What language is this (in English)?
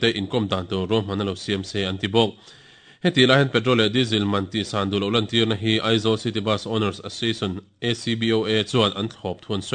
Mizo